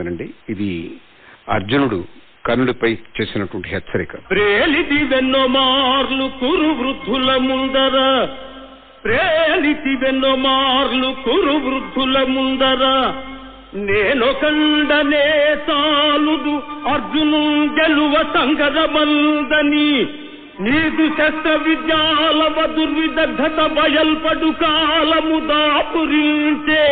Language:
Telugu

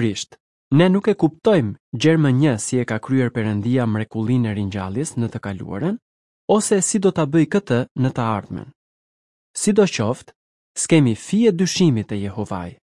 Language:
Albanian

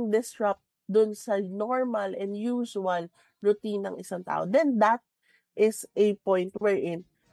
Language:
Filipino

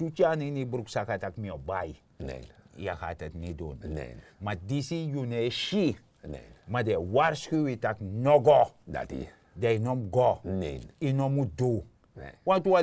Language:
Sranan Tongo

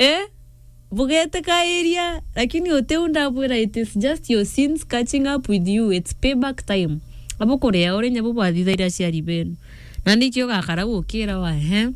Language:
Meru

